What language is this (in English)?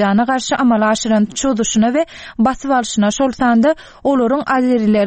Turkmen